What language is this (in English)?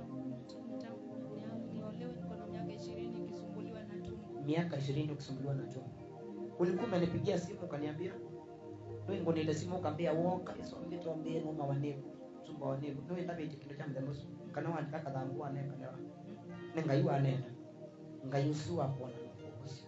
Swahili